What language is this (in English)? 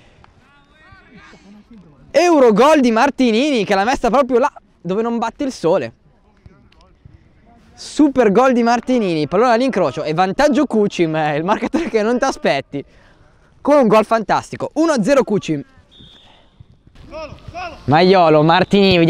Italian